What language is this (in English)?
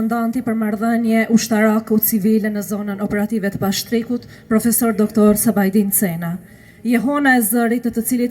Albanian